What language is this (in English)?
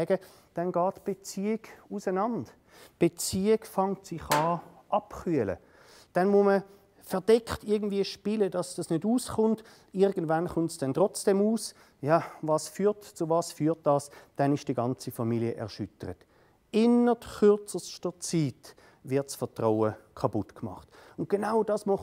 Swiss German